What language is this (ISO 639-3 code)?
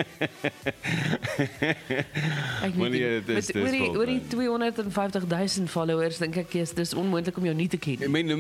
afr